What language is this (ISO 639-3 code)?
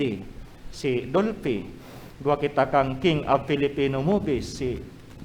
bik